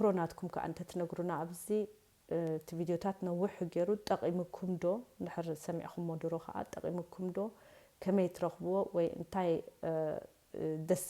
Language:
Tigrinya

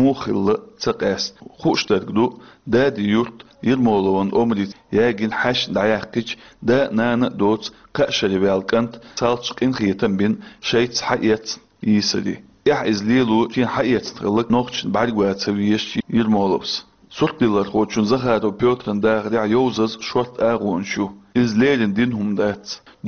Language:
Chechen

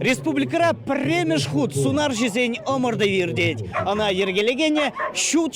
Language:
Chuvash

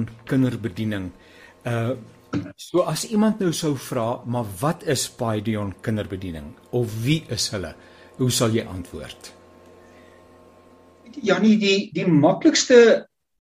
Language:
Afrikaans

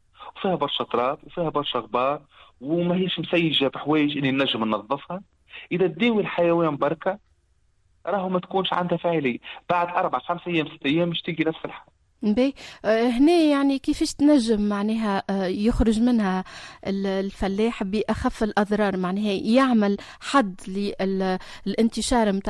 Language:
Tunisian Arabic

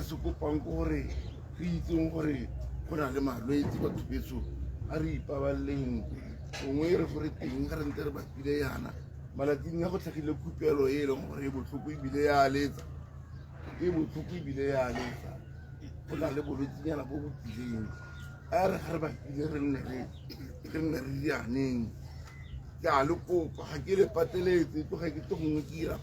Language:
Tswana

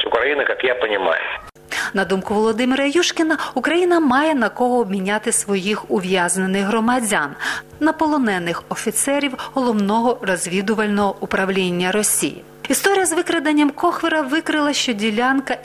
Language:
Ukrainian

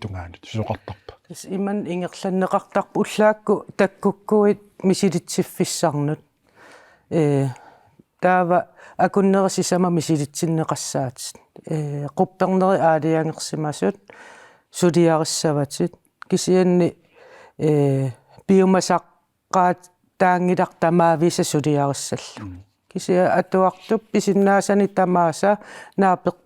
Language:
Kalaallisut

